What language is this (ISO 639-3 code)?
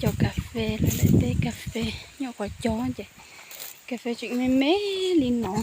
hmn